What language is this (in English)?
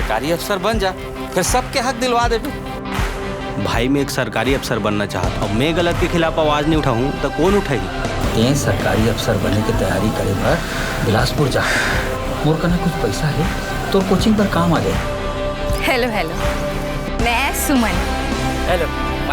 Chhattisgarhi